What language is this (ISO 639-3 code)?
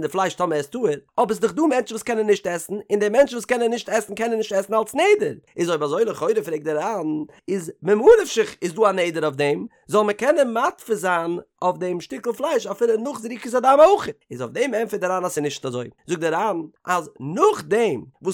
yid